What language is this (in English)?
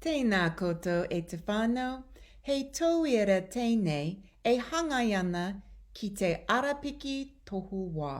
Māori